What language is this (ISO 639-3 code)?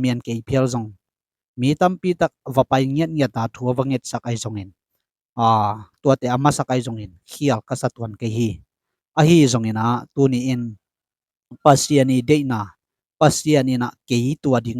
ctd